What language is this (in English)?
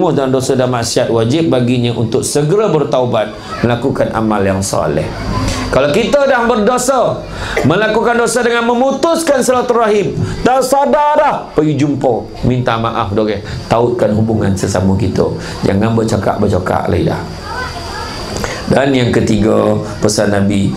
Malay